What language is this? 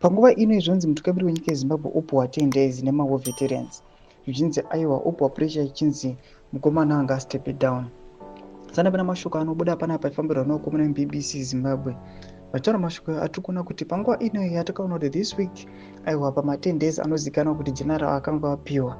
Shona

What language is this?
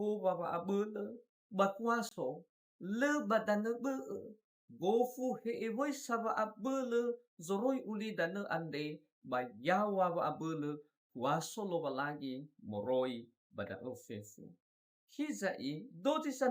Nias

